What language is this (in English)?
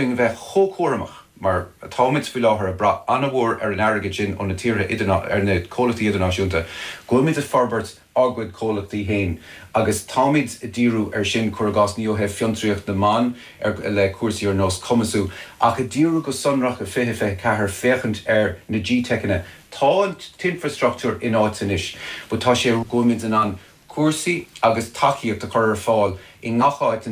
Irish